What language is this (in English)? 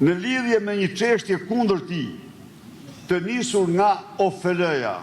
Albanian